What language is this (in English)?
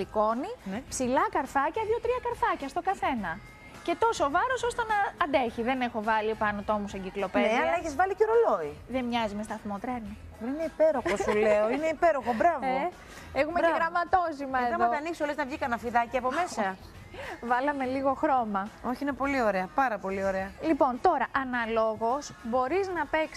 Greek